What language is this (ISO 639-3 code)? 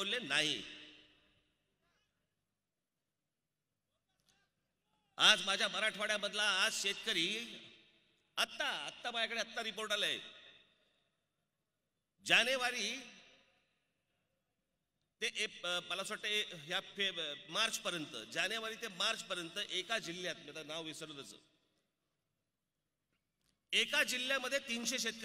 mar